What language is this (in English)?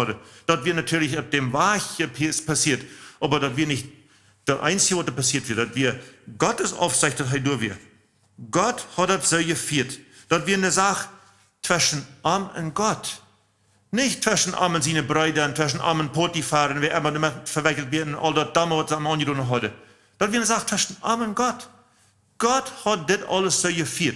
Plautdietsch